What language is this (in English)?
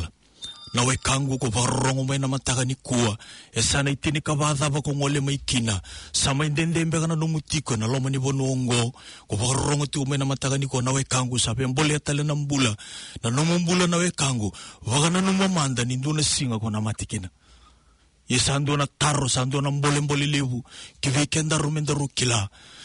Fijian